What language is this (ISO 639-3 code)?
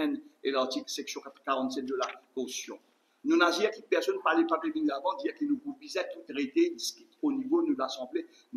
mfe